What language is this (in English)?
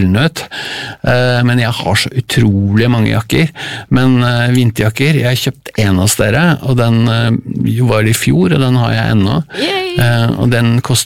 Norwegian